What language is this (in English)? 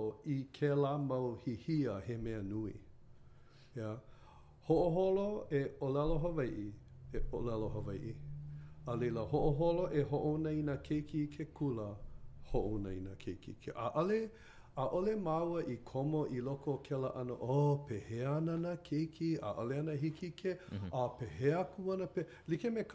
Hawaiian